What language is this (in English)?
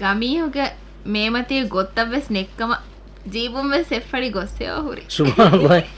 Divehi